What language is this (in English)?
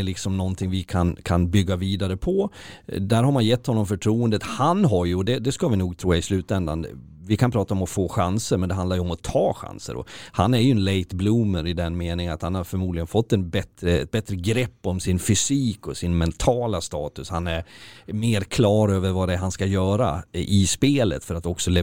Swedish